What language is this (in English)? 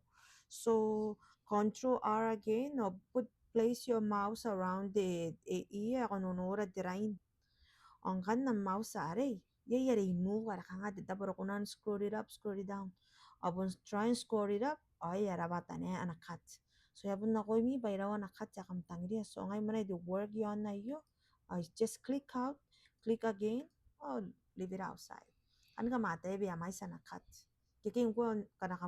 Gilbertese